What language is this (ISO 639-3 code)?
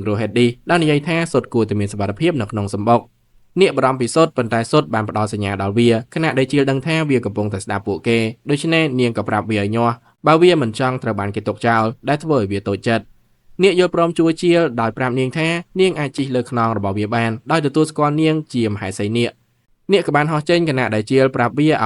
khm